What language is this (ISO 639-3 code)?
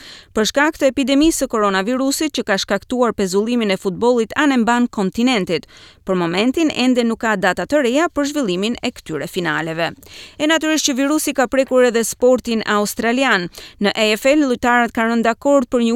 sqi